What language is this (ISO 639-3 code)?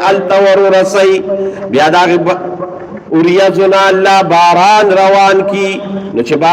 pus